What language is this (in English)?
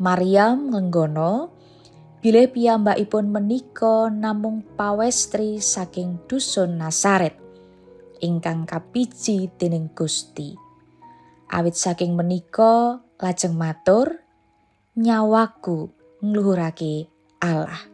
Javanese